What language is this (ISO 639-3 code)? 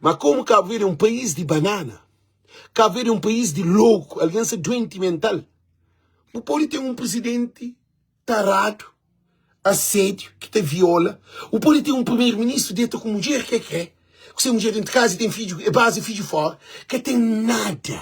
kea